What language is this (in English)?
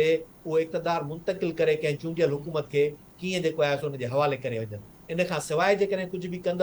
Sindhi